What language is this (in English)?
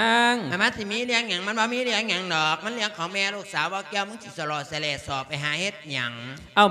Lao